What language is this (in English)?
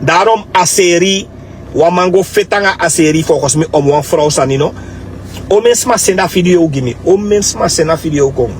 Sranan Tongo